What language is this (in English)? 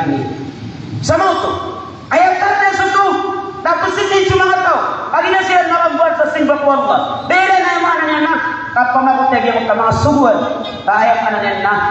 Maranao